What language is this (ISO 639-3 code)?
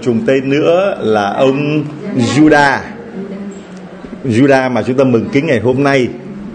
vie